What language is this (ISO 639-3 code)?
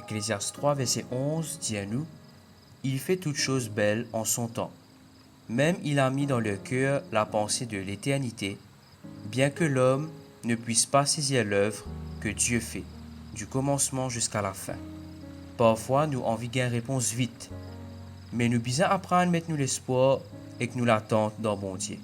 mfe